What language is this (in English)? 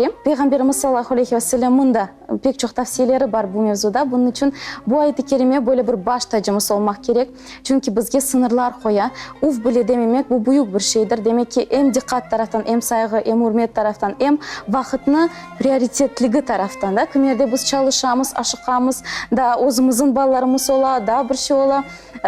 Crimean Tatar